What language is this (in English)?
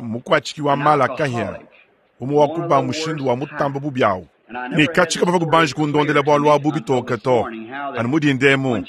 Luba-Lulua